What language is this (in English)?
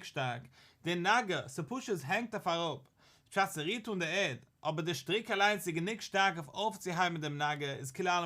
Yiddish